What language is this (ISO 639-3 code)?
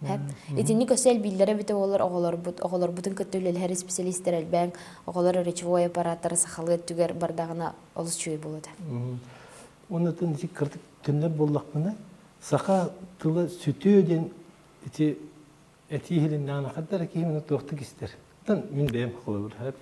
sah